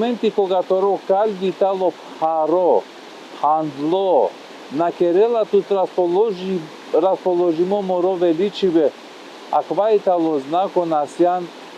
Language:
Balkan Romani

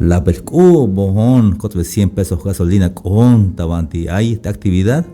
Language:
Tzeltal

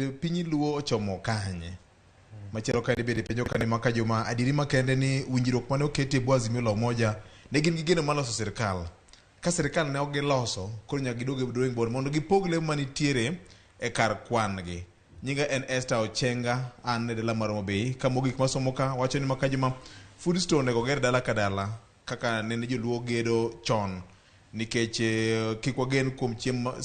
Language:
Luo (Kenya and Tanzania)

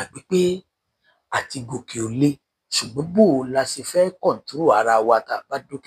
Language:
Yoruba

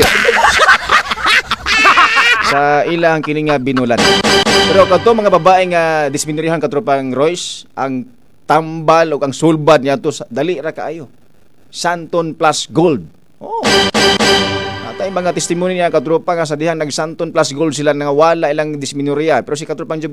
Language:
Cebuano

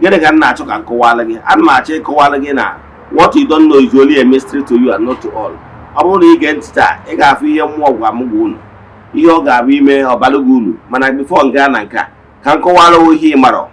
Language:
Igbo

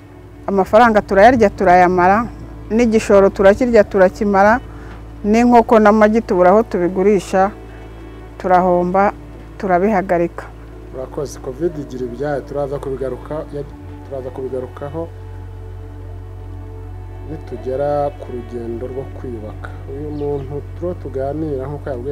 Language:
Kinyarwanda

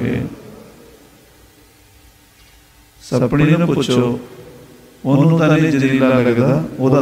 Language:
Punjabi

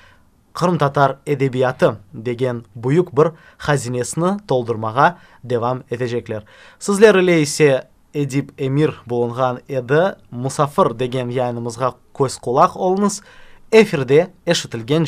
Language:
Crimean Tatar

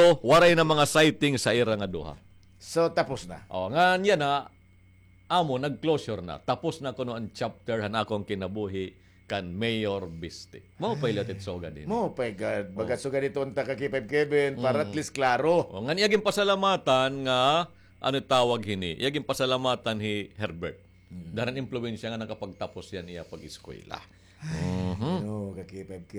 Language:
Waray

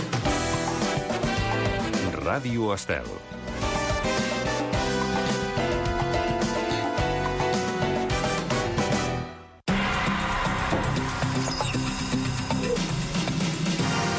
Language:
Catalan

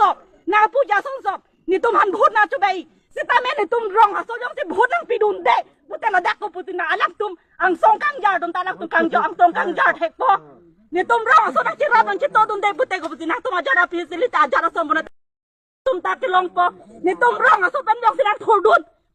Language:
Karbi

